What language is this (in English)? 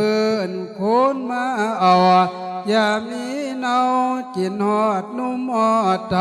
Lao